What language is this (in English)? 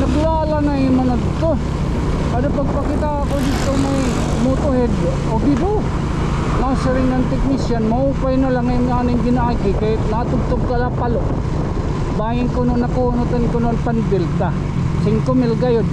Waray